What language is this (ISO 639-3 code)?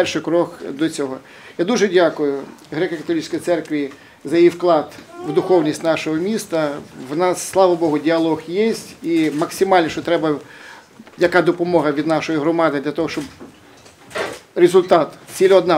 ukr